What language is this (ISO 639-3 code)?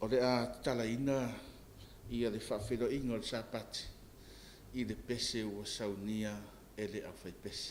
smo